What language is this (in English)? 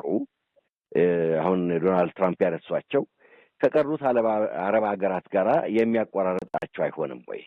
Amharic